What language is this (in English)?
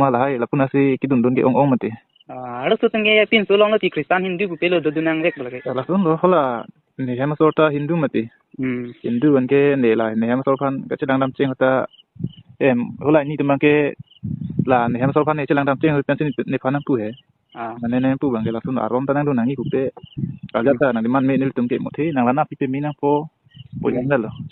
Karbi